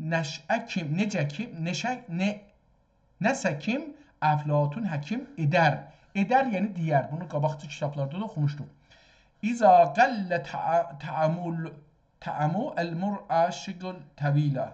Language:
South Azerbaijani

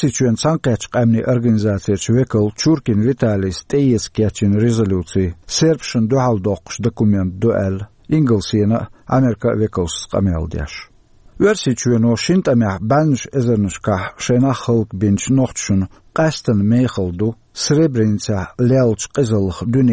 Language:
Chechen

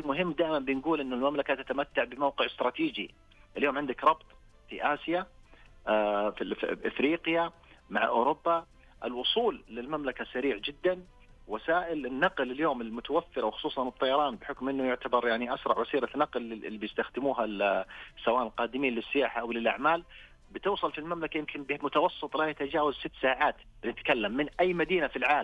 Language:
Najdi Arabic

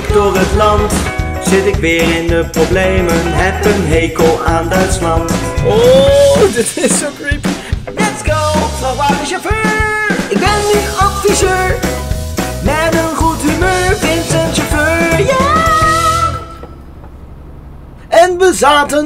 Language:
Dutch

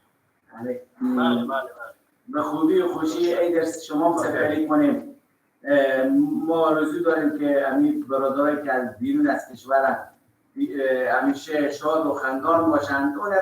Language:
Persian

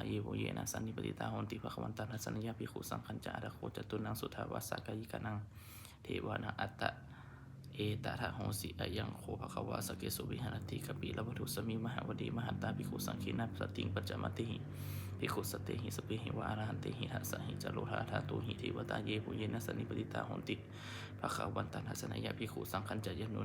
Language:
Pali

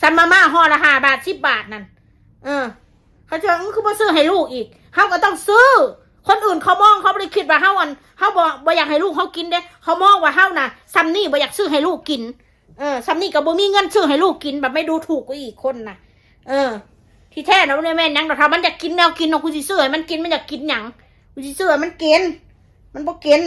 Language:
Northeastern Thai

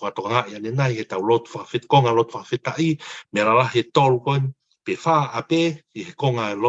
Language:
Tongan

